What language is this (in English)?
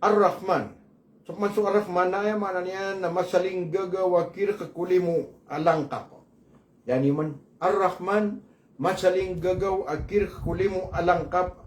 Maranao